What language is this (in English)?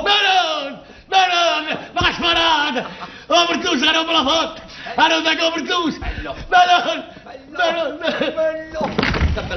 Neapolitan